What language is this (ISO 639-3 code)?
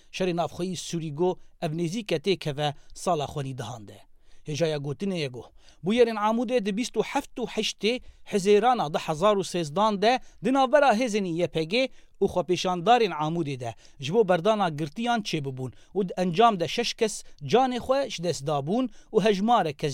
kur